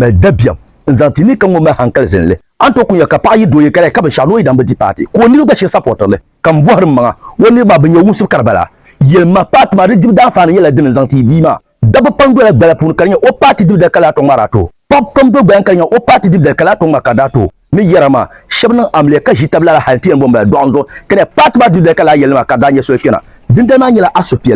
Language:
Dagbani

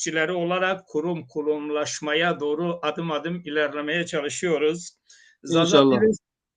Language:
Zaza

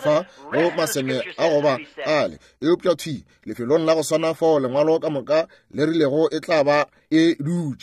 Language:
Northern Sotho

